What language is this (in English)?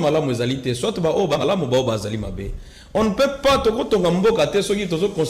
Lingala